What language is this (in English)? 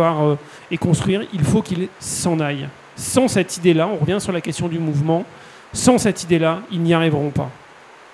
French